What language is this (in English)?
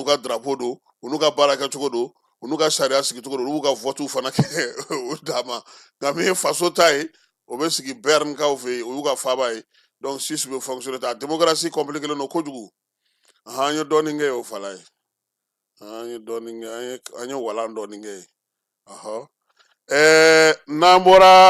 Bambara